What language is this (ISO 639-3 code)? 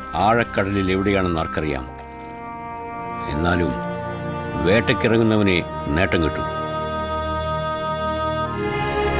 mal